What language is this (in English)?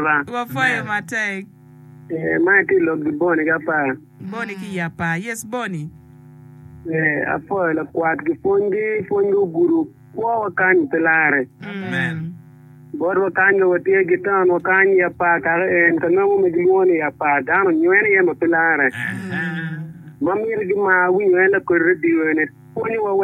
Acoli